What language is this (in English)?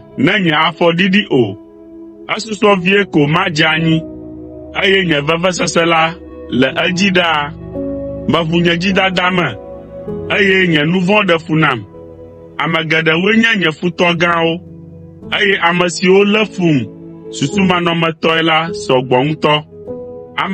Ewe